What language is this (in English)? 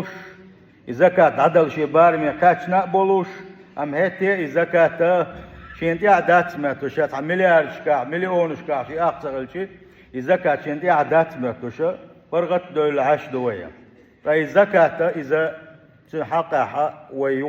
Chechen